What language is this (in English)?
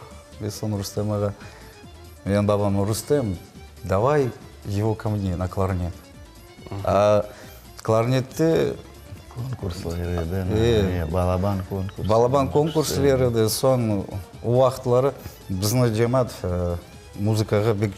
Crimean Tatar